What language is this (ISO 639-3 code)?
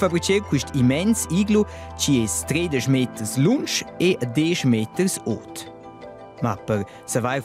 roh